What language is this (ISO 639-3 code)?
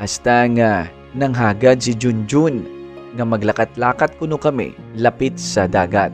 hil